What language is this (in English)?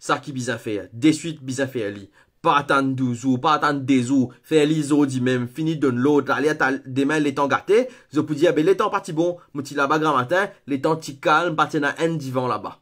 Morisyen